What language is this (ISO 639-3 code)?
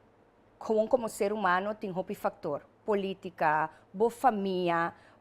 pap